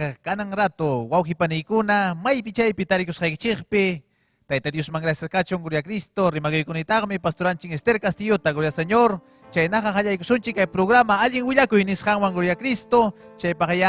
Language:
Ayacucho Quechua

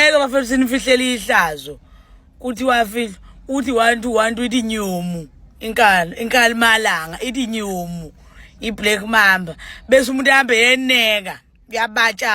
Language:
Zulu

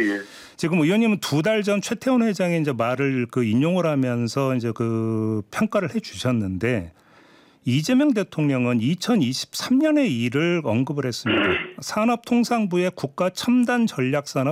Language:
Korean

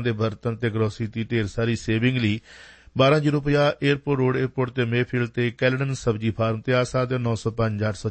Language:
Punjabi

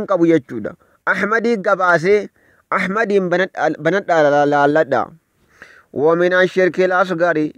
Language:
Oromo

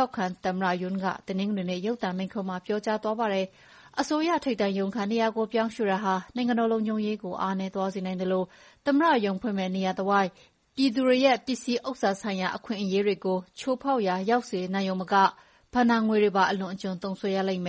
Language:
Burmese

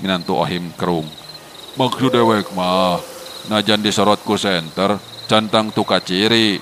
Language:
Sundanese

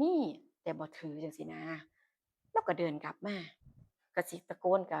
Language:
Northeastern Thai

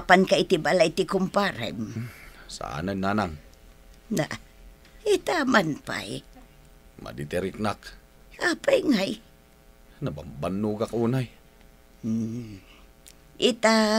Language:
Iloko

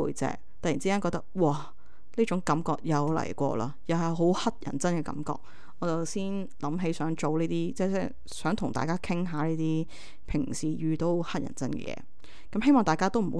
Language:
Cantonese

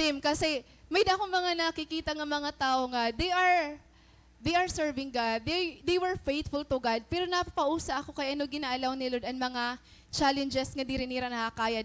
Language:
Waray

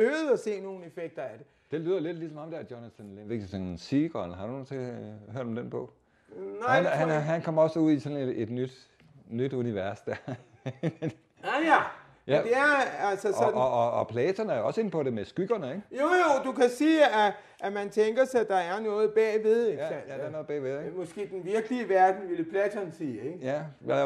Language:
Danish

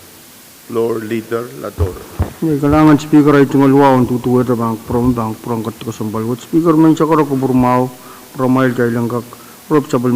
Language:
Pohnpeian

